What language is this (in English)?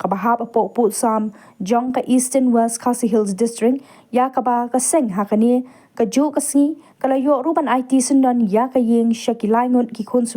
Khasi